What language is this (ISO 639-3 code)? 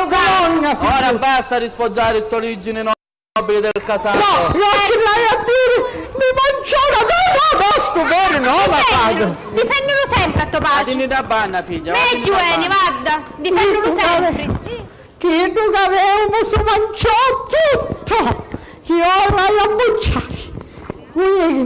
scn